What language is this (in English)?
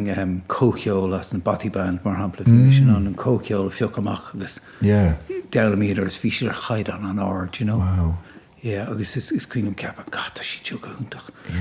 Irish